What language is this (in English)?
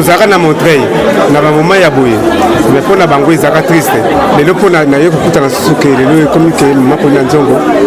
Lingala